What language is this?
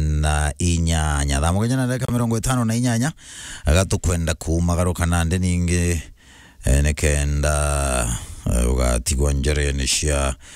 Meru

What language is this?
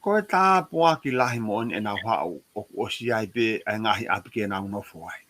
Tongan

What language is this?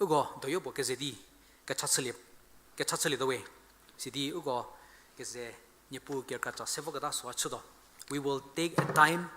Angami Naga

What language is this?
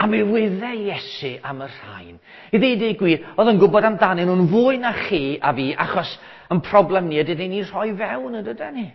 Welsh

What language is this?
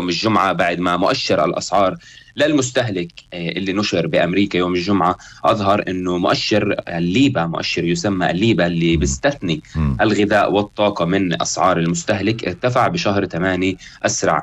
North Levantine Arabic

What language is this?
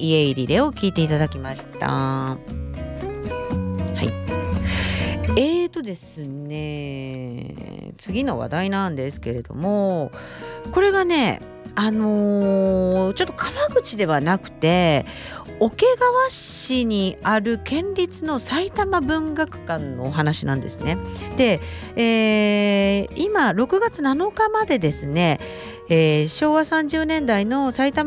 Japanese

